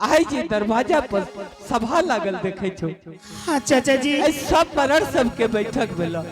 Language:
Angika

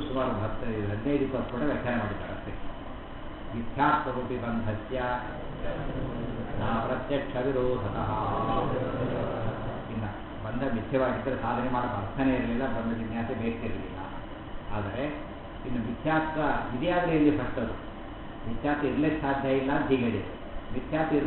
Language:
Kannada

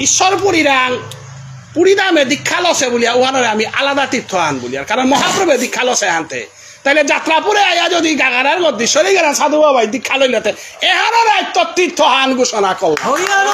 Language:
Bishnupriya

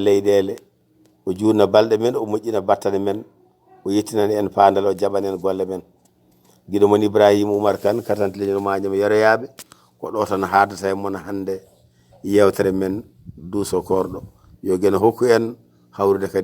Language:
Fula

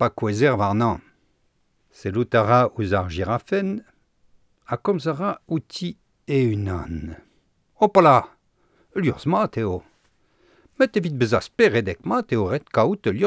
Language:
Breton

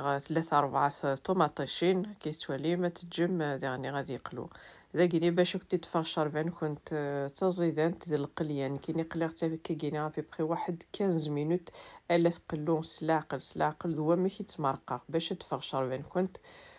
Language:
Kabyle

